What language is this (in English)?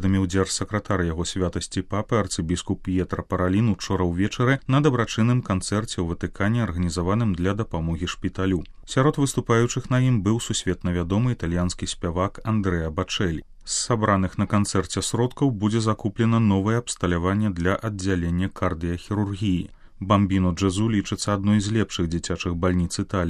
Belarusian